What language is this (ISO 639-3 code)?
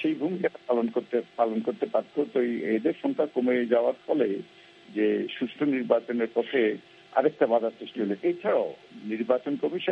ben